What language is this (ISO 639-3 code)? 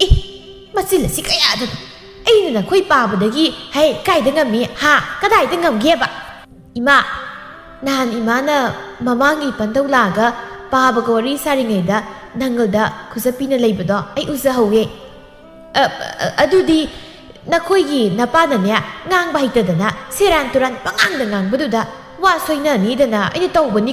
mni